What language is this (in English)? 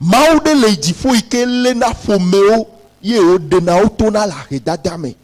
Ewe